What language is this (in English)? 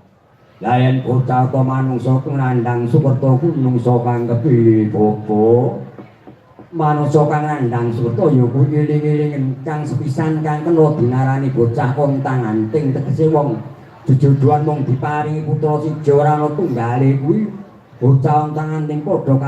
Javanese